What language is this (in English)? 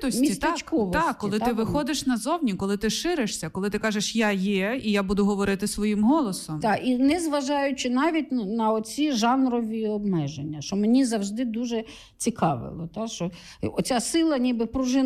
Ukrainian